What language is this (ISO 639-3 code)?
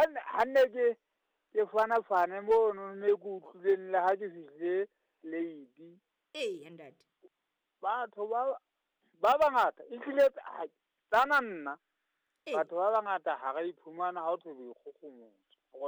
sot